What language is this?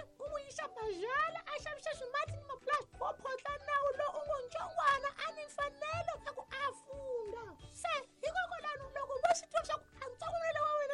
Tsonga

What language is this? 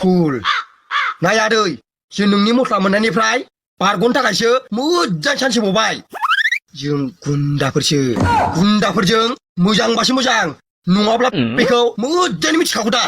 Bodo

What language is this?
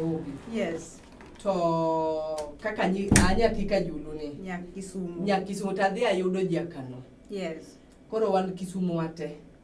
Luo (Kenya and Tanzania)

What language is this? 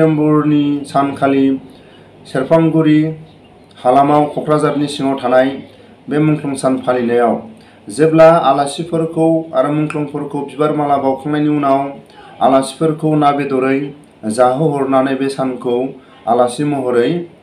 Bodo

